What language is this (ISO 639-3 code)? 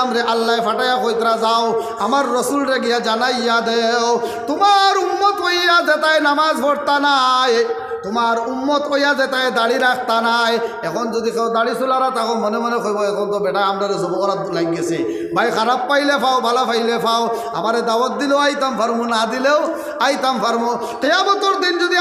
syl